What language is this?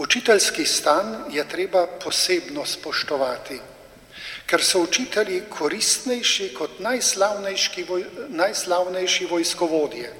Slovenian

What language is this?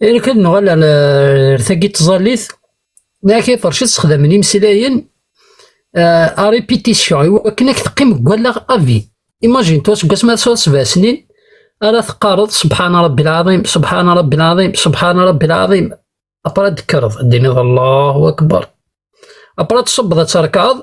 Kabyle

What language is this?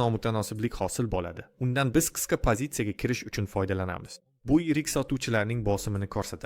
Uzbek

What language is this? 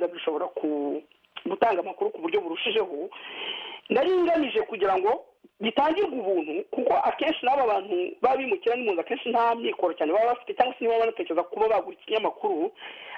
Kinyarwanda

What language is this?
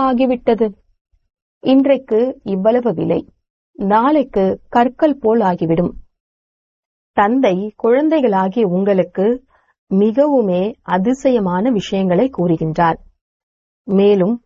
Tamil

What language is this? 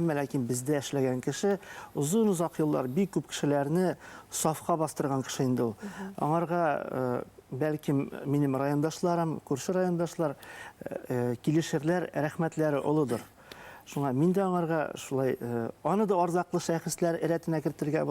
Bashkir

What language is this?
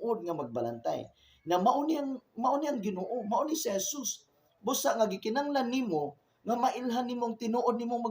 Cebuano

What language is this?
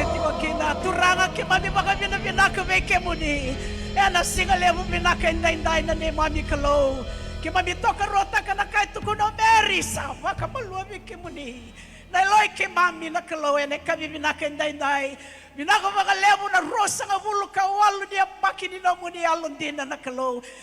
Fijian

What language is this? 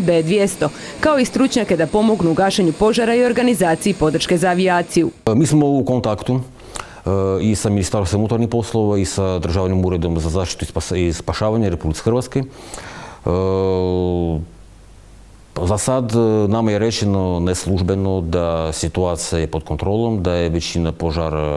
Croatian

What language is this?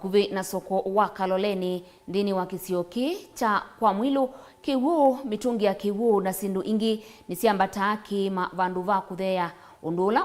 Kamba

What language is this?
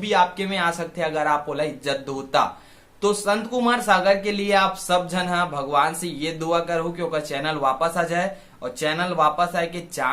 Chhattisgarhi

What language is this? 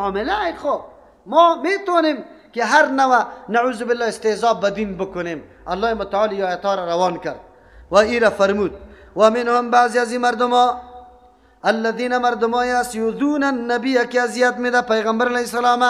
Persian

